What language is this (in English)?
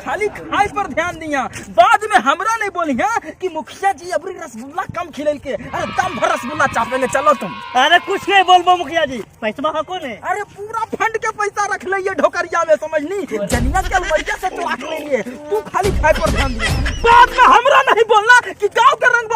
Magahi